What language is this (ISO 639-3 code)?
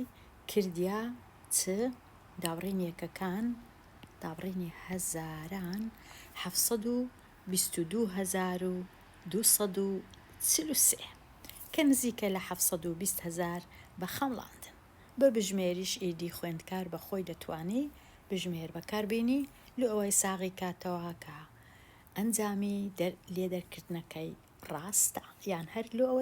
ckb